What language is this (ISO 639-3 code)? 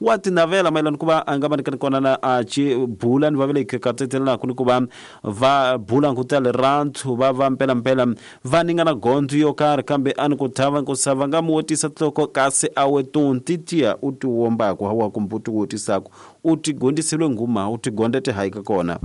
tso